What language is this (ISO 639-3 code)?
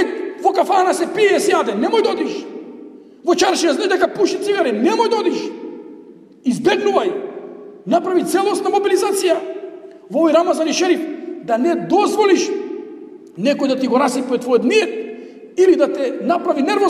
mkd